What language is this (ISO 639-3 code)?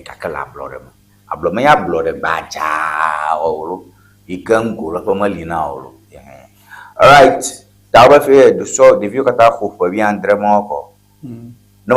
ewe